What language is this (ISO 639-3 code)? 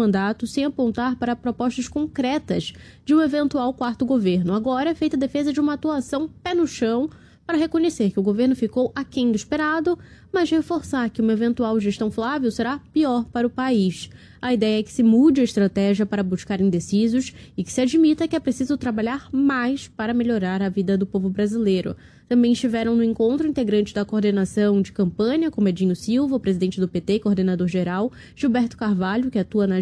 por